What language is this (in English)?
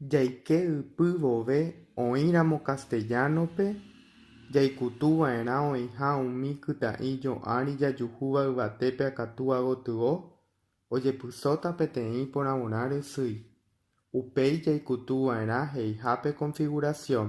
Guarani